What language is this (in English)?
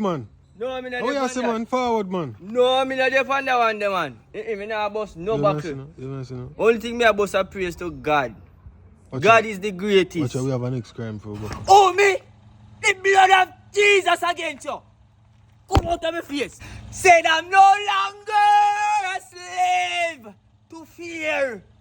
Jamaican Creole English